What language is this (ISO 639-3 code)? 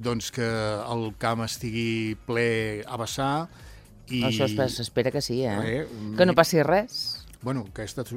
cat